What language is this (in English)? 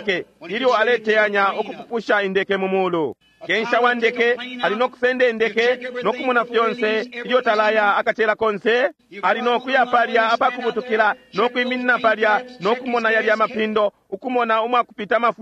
Bemba